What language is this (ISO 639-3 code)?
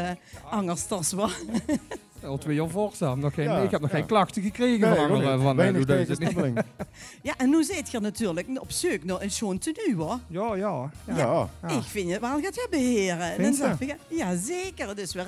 lim